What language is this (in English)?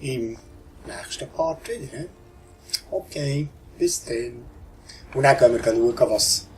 Swiss German